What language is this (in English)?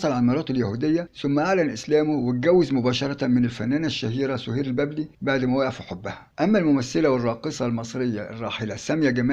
Egyptian Arabic